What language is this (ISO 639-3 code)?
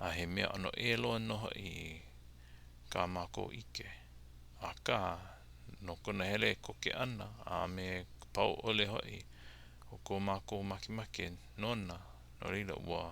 haw